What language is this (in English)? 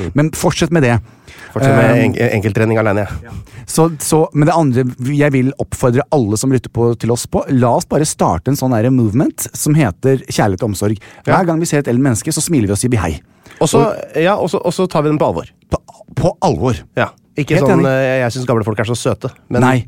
Norwegian